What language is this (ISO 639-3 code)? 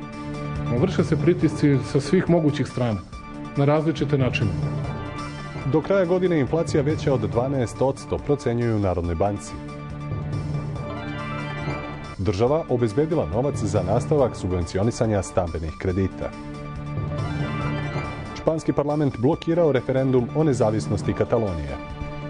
srp